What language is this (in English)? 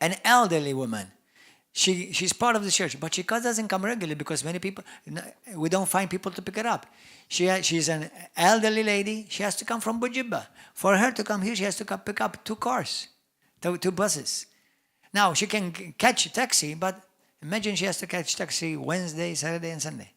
English